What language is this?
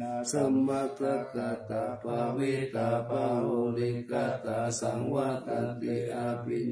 Pali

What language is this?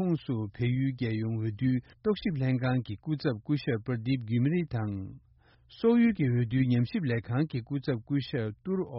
Tibetan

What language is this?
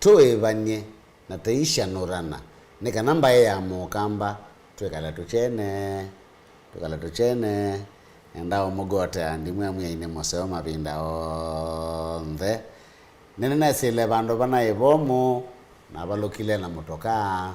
Kamba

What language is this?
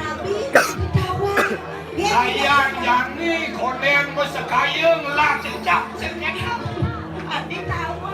Balinese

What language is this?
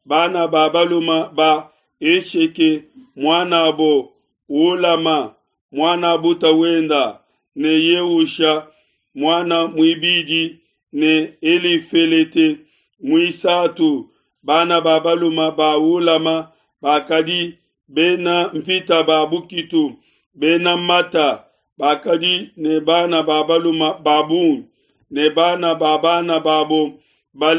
Luba-Lulua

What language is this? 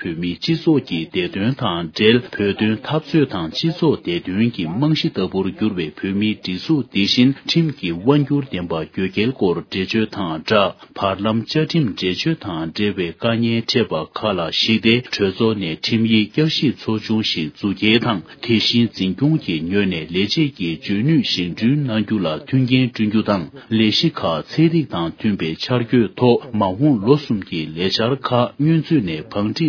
Tibetan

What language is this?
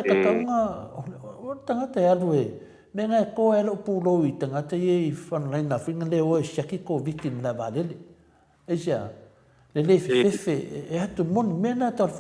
Samoan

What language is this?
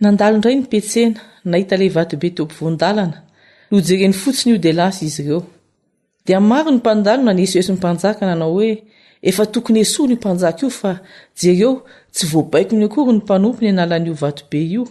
Malagasy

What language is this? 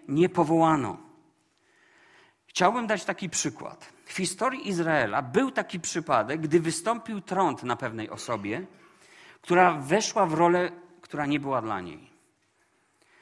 Polish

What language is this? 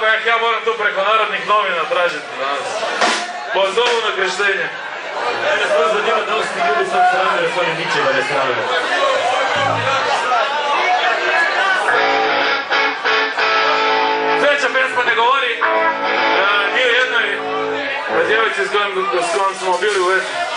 Croatian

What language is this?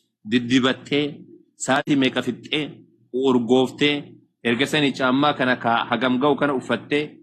Oromo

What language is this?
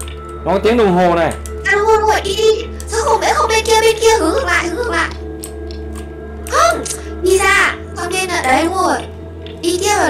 Vietnamese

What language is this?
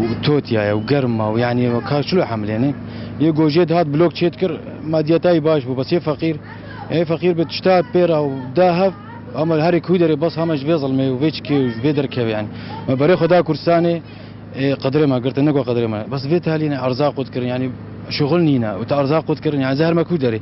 Kurdish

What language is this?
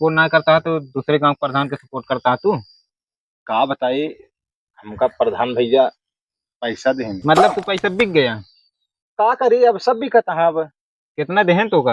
Awadhi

